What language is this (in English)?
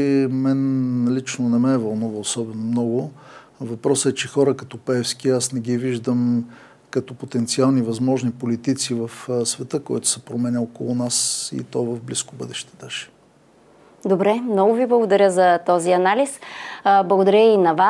Bulgarian